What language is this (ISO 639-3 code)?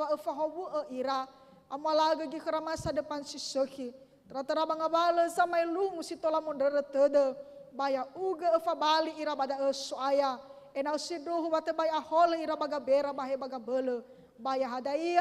nia